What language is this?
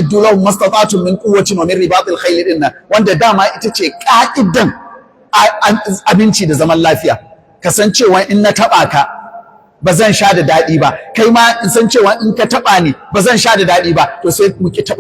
Hausa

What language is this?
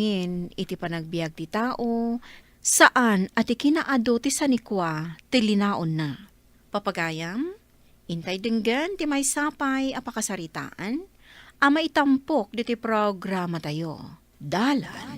Iloko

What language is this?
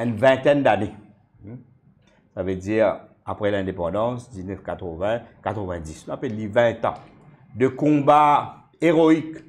Morisyen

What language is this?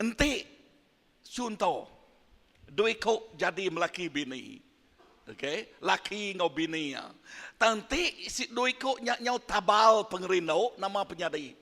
Iban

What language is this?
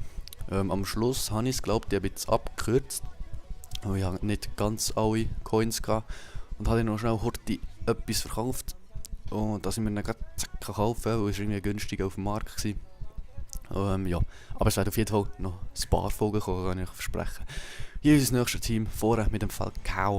Swiss German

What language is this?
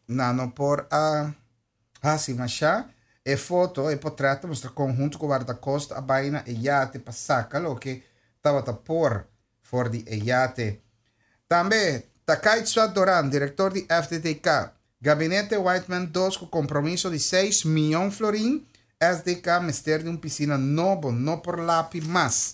Papiamento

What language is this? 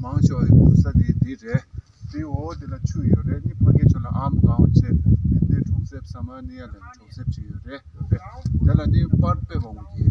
Tibetan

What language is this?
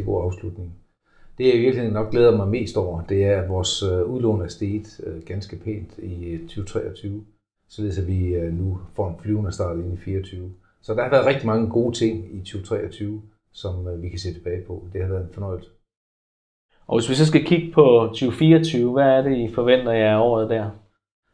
Danish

